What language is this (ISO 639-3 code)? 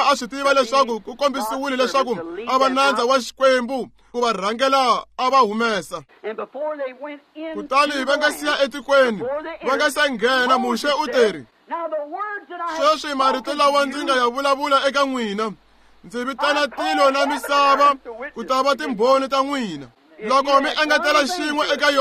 tso